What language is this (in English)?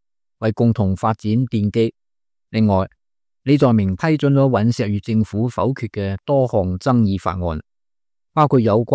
Cantonese